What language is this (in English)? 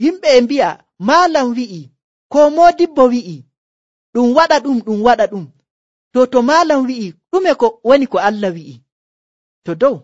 Nigerian Fulfulde